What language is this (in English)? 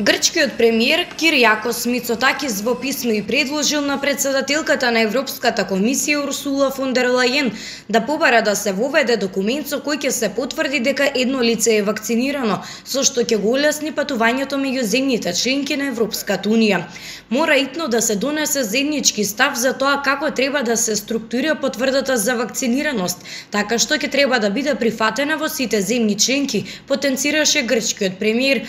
Macedonian